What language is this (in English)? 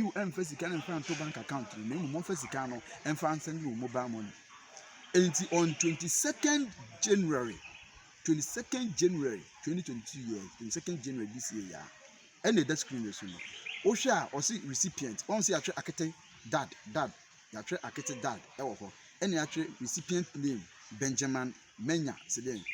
Akan